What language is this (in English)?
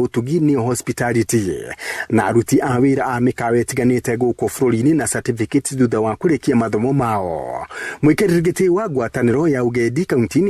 Kikuyu